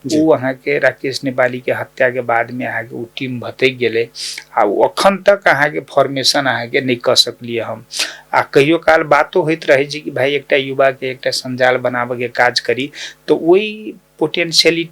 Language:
Maithili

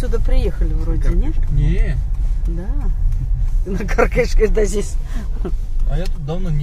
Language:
Russian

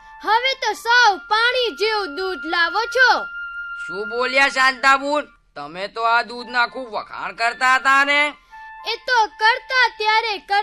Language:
Gujarati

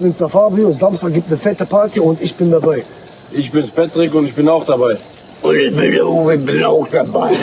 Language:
Swiss German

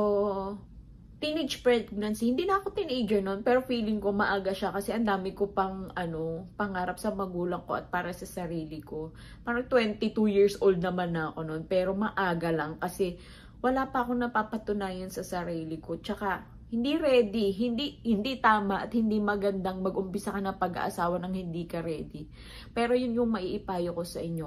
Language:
Filipino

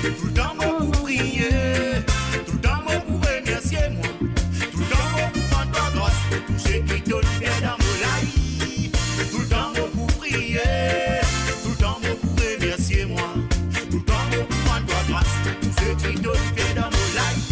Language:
Morisyen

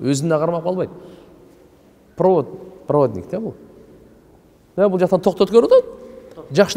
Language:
Kyrgyz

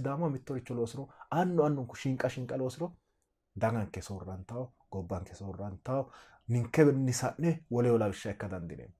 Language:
Sidamo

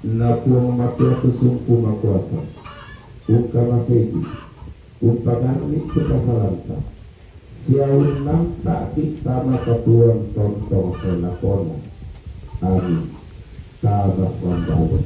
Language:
Toraja-Sa'dan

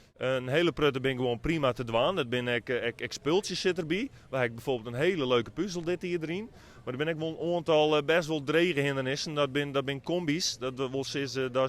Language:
Western Frisian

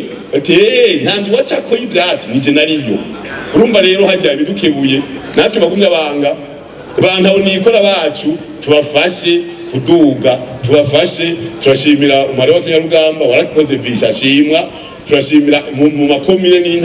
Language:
Rundi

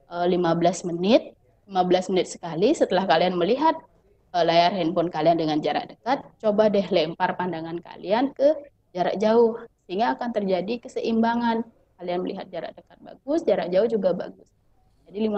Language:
Indonesian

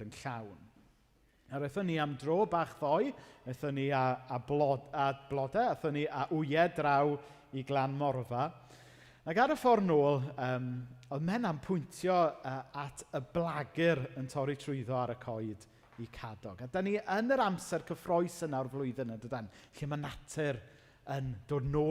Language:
Welsh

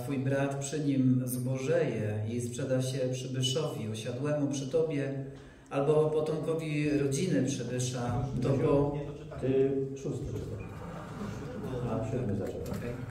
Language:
Polish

